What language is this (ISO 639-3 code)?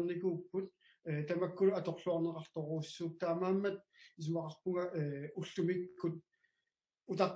kal